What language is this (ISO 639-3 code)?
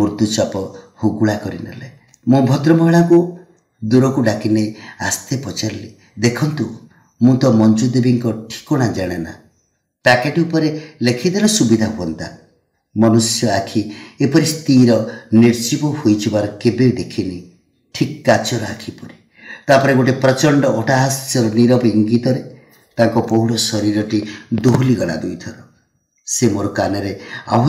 ori